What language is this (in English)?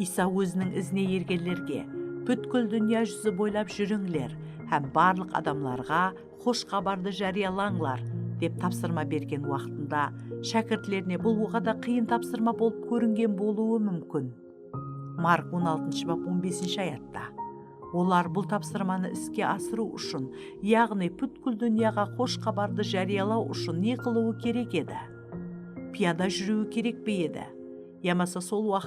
Kara-Kalpak